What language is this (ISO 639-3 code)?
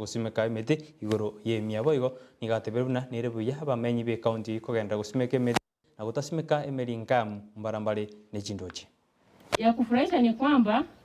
guz